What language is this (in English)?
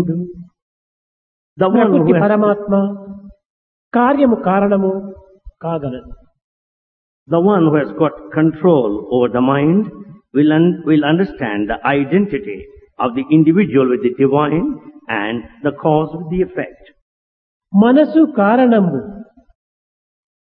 Telugu